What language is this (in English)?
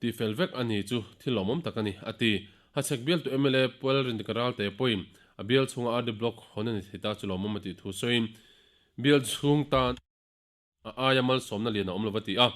Mizo